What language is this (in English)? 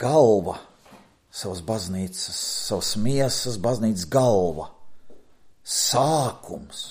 Latvian